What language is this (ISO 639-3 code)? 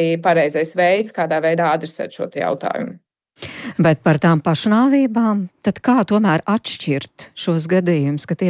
lav